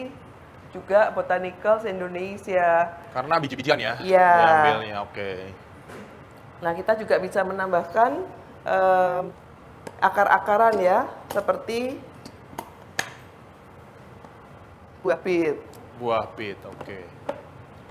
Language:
Indonesian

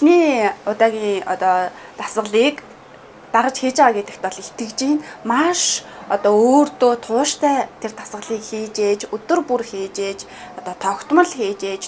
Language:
Mongolian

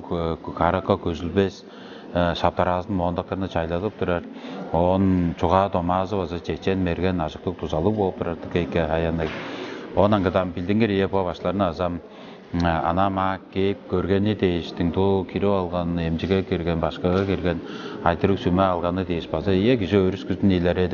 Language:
Tuvinian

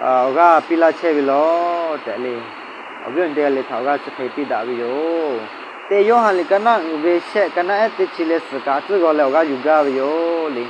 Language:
Lahu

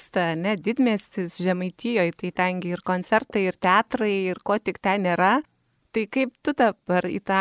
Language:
Lithuanian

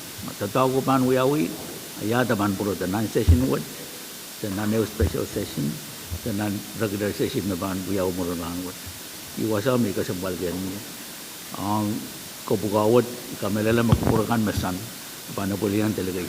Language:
Pohnpeian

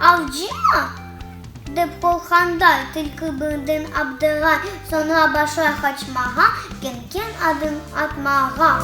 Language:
Crimean Tatar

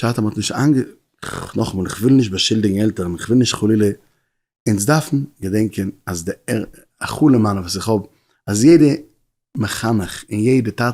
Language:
Yiddish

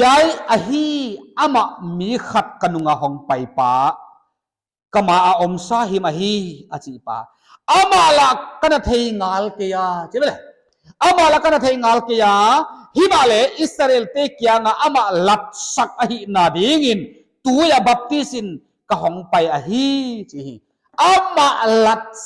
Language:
Paite Chin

